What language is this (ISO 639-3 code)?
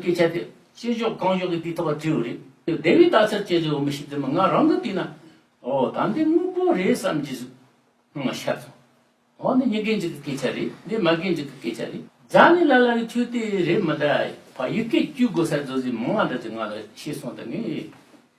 bod